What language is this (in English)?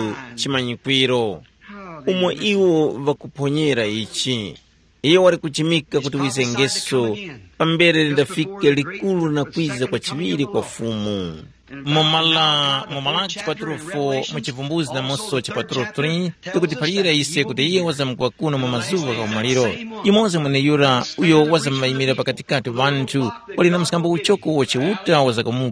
Tumbuka